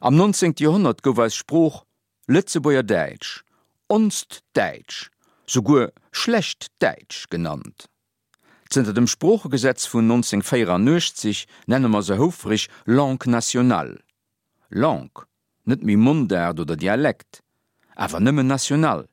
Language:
Luxembourgish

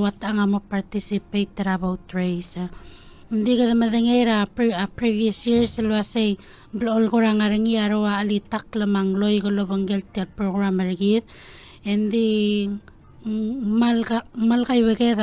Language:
Palauan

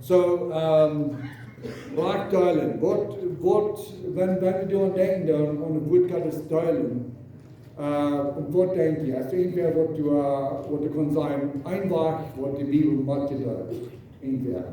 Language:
Plautdietsch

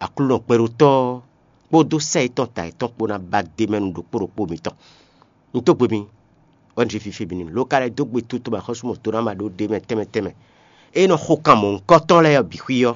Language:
Fon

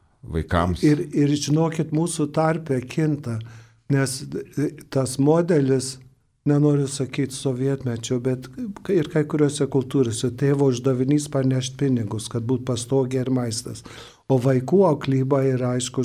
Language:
Lithuanian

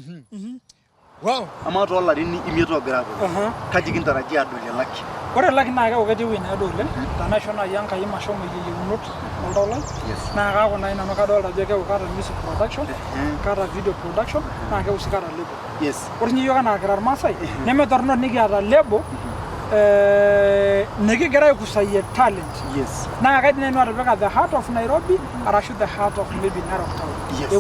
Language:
Masai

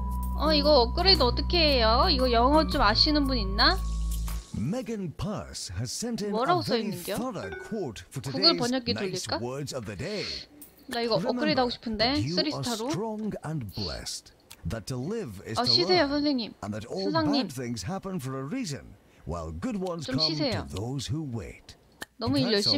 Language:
Korean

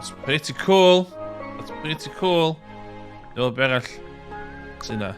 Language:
Welsh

